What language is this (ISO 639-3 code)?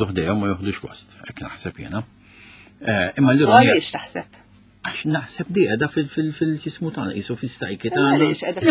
mlt